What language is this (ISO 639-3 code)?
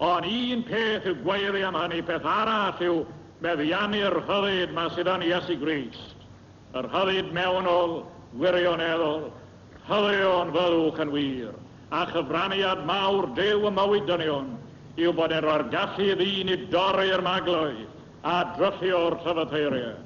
cym